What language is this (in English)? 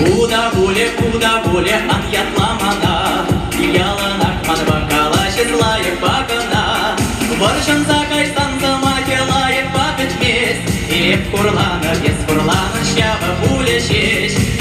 Chuvash